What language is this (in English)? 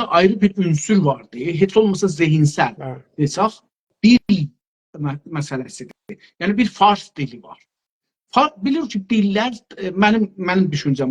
South Azerbaijani